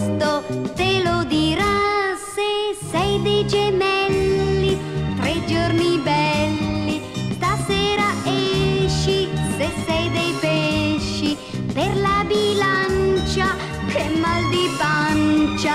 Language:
Italian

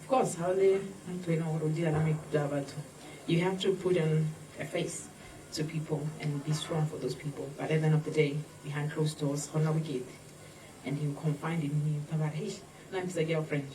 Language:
Tswana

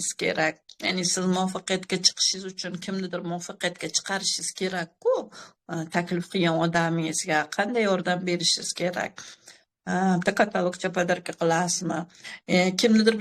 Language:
Uzbek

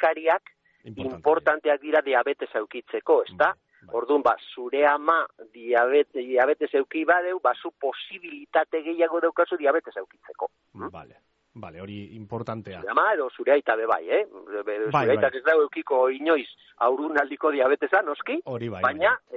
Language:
Basque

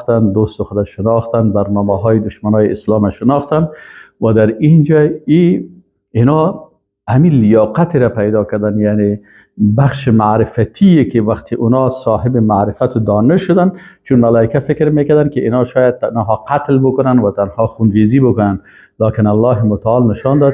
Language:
Persian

